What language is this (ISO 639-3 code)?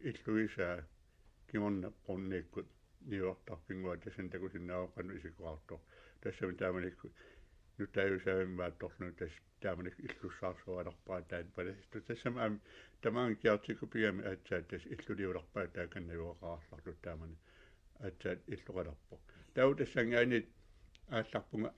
kal